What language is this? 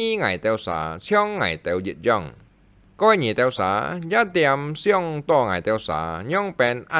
Hakka Chinese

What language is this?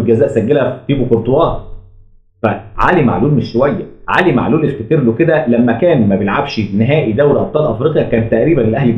Egyptian Arabic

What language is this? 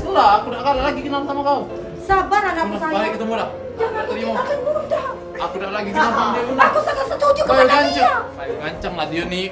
Musi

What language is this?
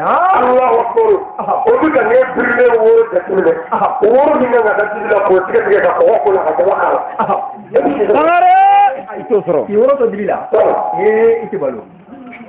Bambara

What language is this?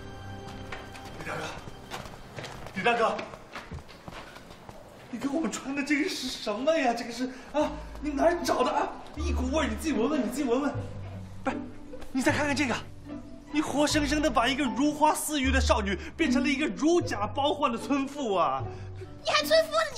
Chinese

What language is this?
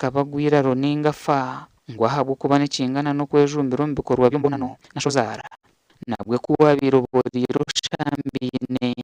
Nyankole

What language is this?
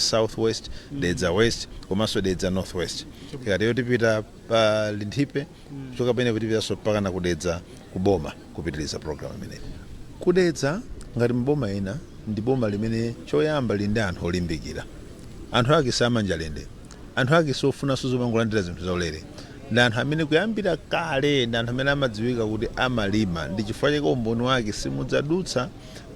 Nyanja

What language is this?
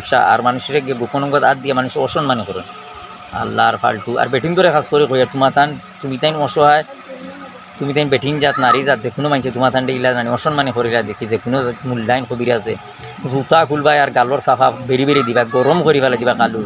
Sylheti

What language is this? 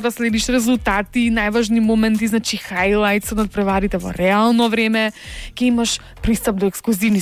Macedonian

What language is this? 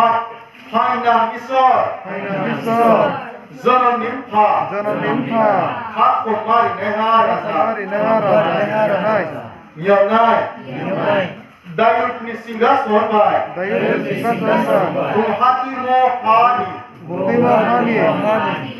Riang (India)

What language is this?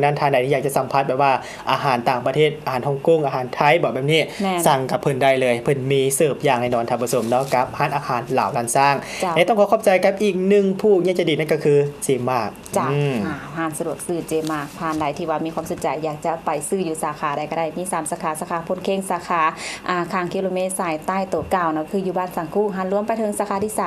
Lao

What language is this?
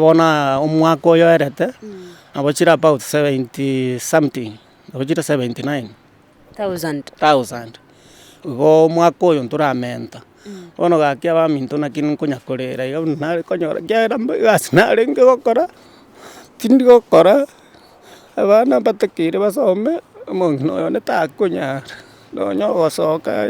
Gusii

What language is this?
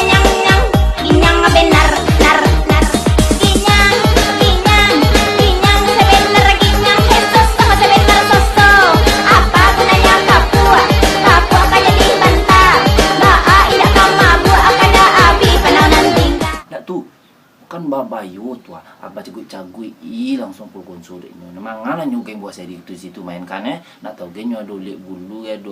Minangkabau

